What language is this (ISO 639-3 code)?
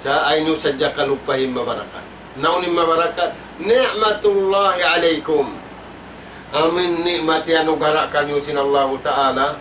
tsg